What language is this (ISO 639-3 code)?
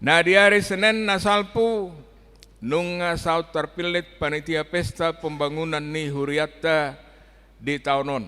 bbc